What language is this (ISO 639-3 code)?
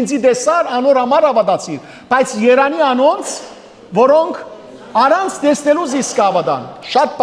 hyw